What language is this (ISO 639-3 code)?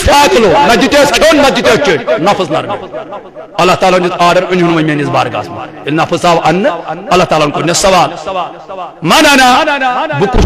kas